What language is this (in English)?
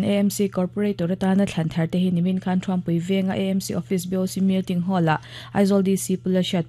Mizo